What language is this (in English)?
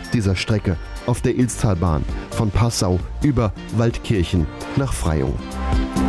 German